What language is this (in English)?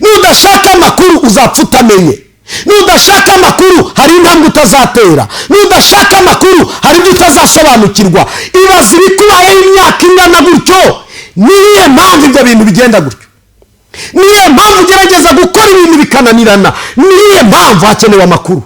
Kinyarwanda